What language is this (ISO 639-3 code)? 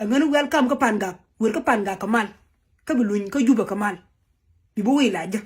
nus